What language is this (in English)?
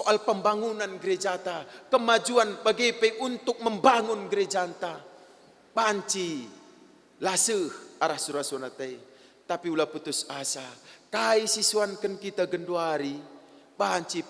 Batak Karo